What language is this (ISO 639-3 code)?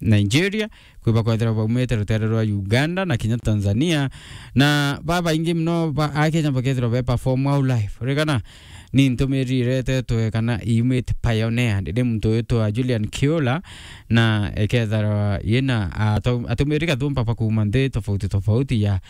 mer